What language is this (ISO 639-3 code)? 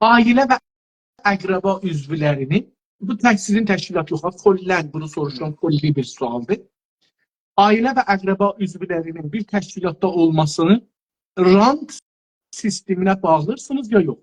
azb